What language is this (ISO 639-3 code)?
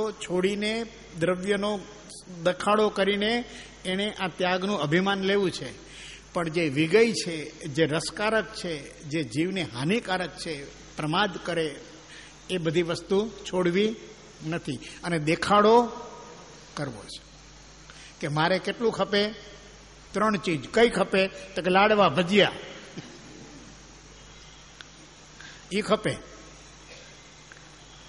guj